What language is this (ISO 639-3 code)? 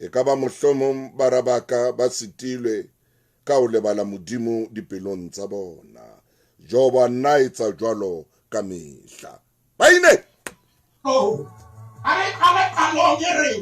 sot